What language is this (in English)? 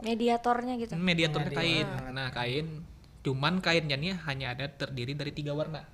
Banjar